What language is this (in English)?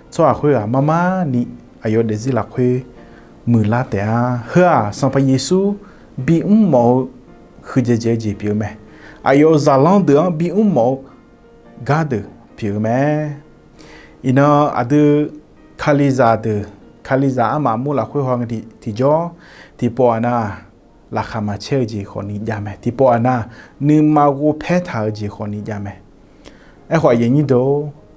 Akha